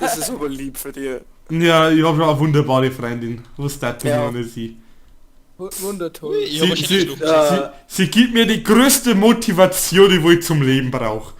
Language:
Bavarian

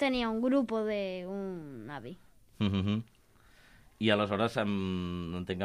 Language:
Catalan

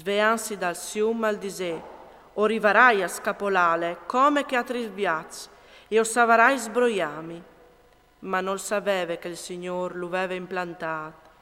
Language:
Friulian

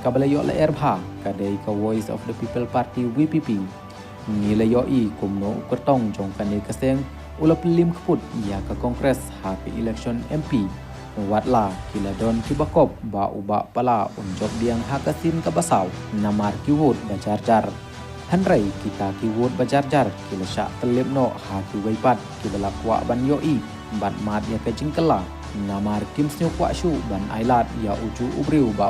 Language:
Khasi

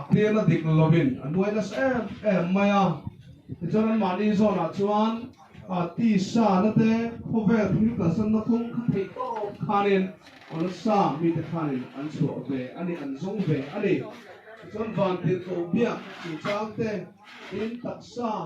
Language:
Mizo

